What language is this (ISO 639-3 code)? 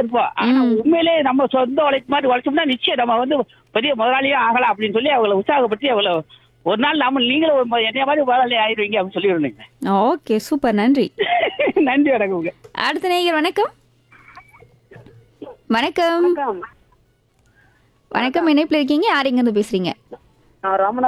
tam